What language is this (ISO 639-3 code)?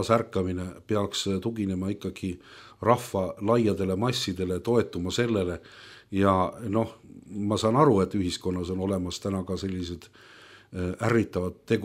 est